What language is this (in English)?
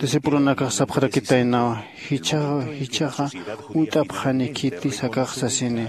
Aymara